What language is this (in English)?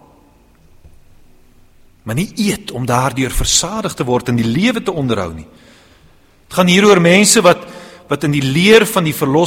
Afrikaans